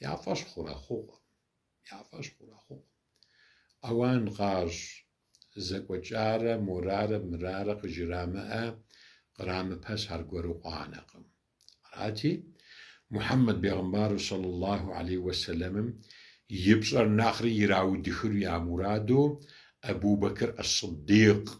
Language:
Kabardian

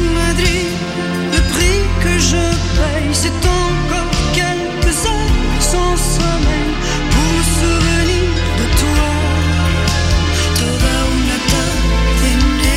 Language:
French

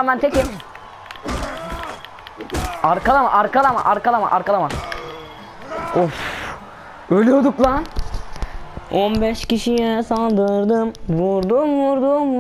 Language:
Turkish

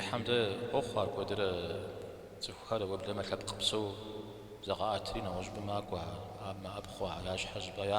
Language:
Kabardian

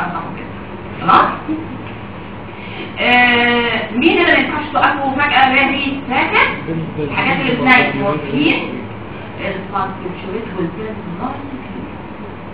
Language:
Egyptian Arabic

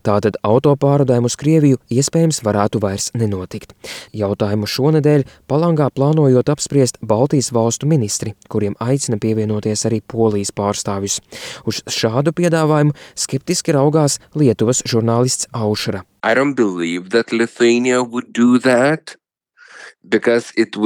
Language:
Latvian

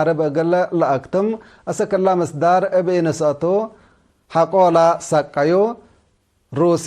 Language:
Tigre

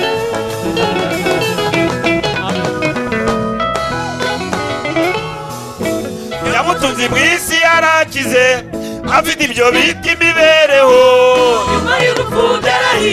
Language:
Kinyarwanda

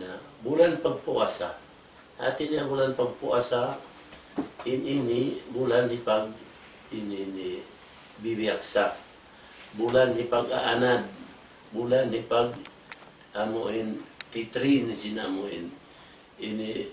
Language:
Tausug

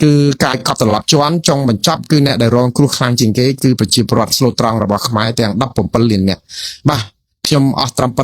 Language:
Khmer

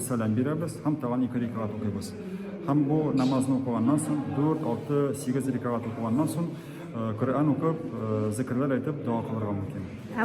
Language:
Tatar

